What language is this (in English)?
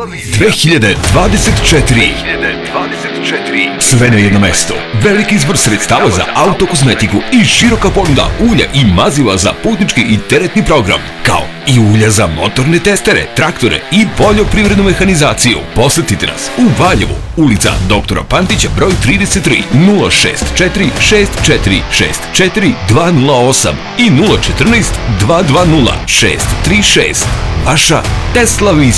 Serbian